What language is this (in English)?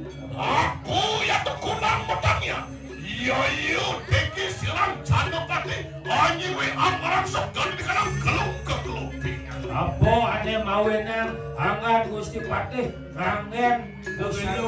Balinese